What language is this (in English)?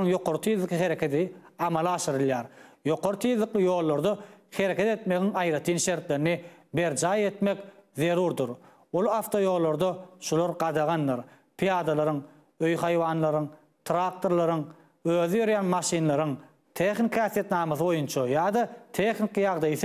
Turkmen